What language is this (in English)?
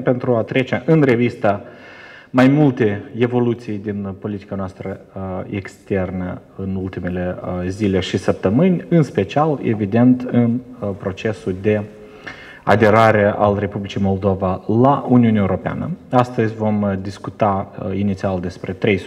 Romanian